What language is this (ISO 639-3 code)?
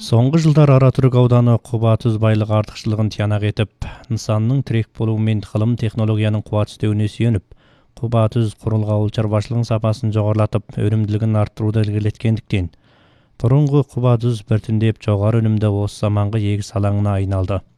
kaz